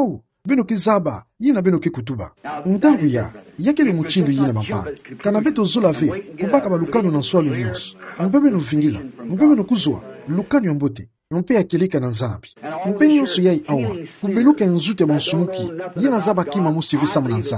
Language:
Kituba (Democratic Republic of Congo)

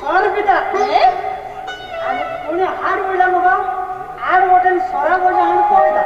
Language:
Konkani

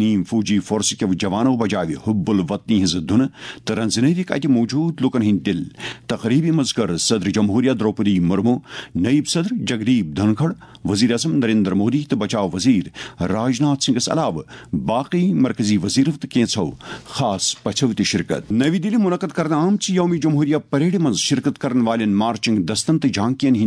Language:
Kashmiri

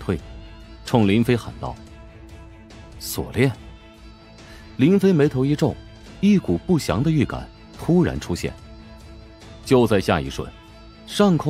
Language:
Chinese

